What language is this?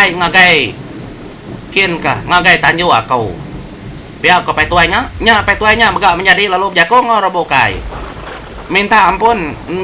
Iban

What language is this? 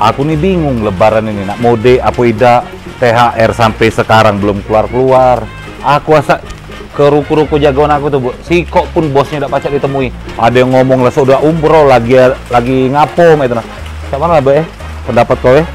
Musi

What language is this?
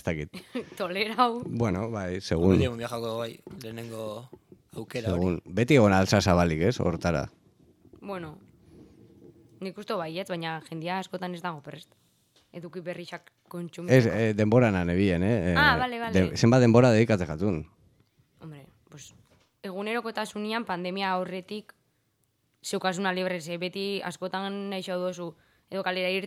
Basque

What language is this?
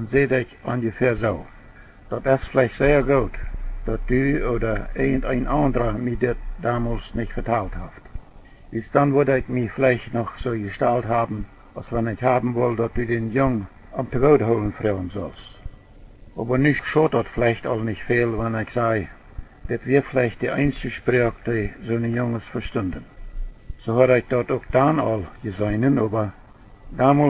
Plautdietsch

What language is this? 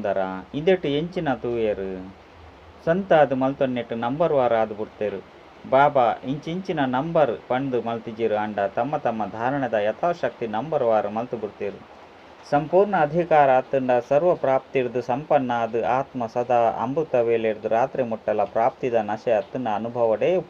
Tulu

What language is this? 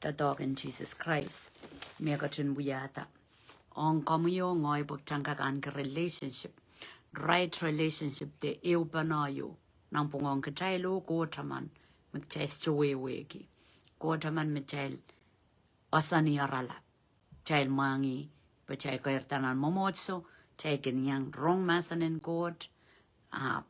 Pohnpeian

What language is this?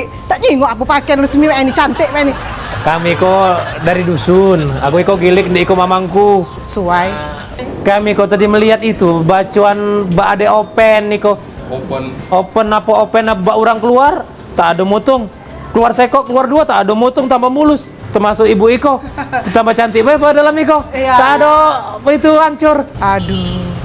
Musi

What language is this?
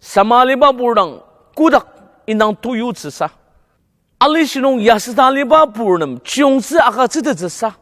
Ao Naga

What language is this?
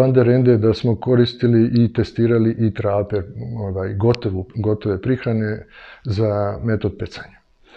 Serbian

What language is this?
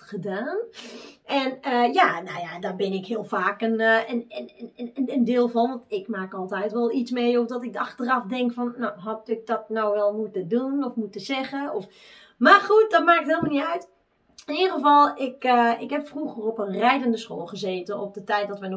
Dutch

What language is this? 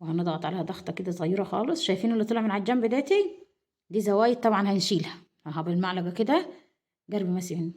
Egyptian Arabic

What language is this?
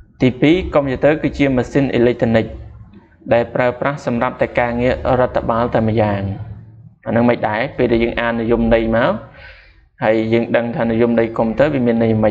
Khmer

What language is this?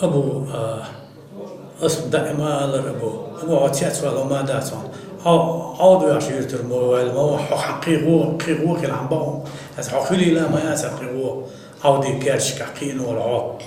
Chechen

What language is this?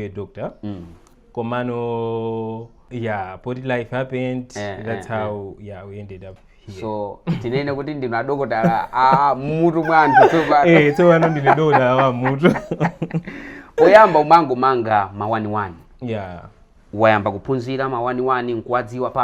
Nyanja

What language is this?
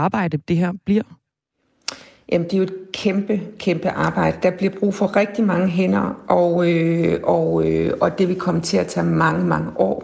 Danish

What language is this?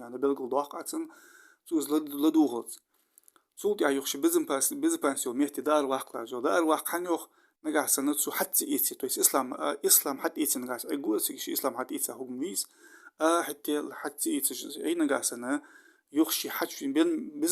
Ingush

